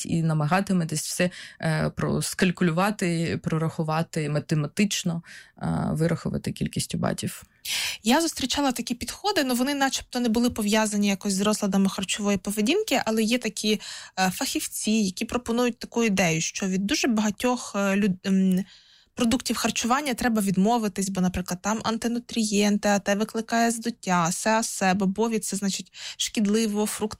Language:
Ukrainian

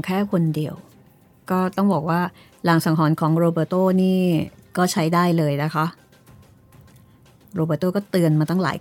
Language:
Thai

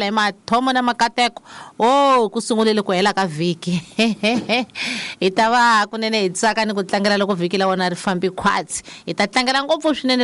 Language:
Tsonga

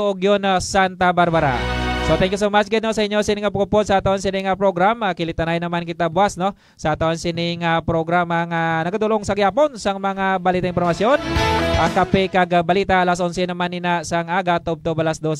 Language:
Hiligaynon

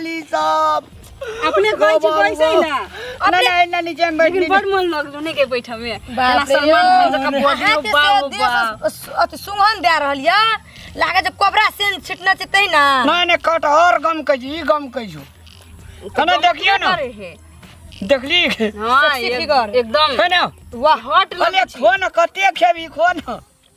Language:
Maithili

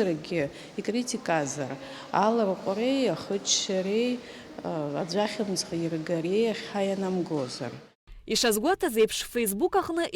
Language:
Abkhazian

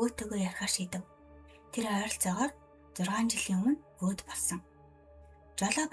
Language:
Mongolian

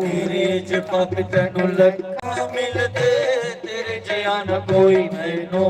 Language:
Dogri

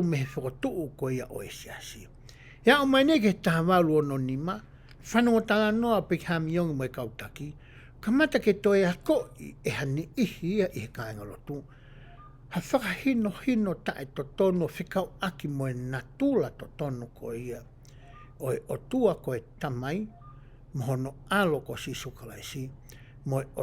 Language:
Tongan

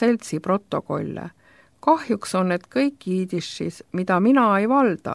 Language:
Estonian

